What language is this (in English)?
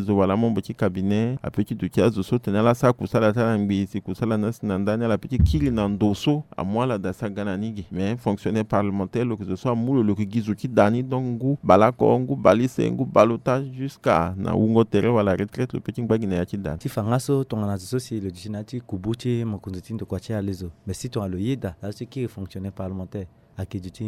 Sango